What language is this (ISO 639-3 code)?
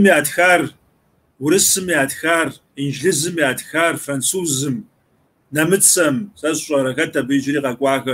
kbd